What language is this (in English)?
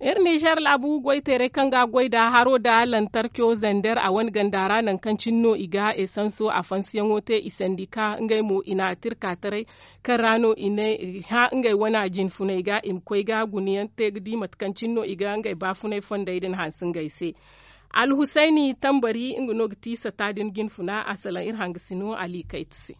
Zarma